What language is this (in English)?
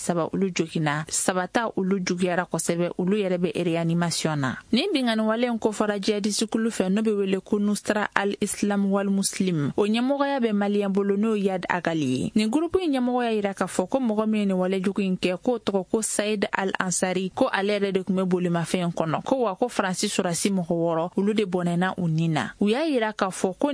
Bambara